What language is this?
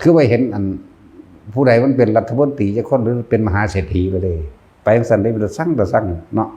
Northeastern Thai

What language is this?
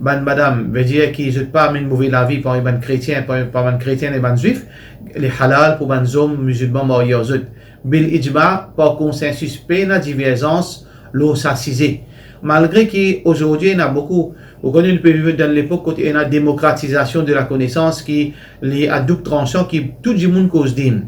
Morisyen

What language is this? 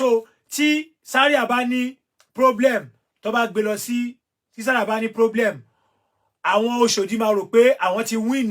Yoruba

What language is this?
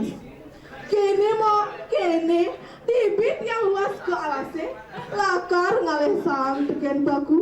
Balinese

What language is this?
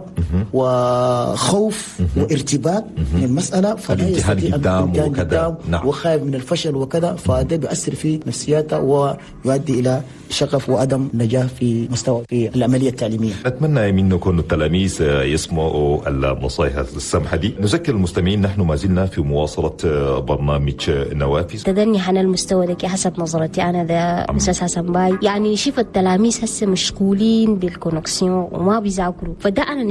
Chadian Arabic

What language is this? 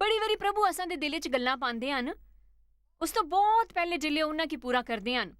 Dogri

